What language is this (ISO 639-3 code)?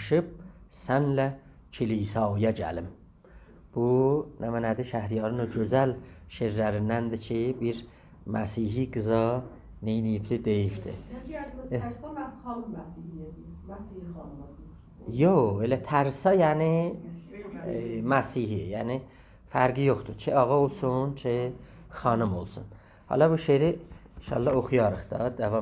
azb